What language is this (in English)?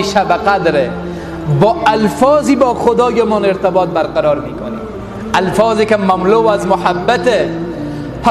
Tajik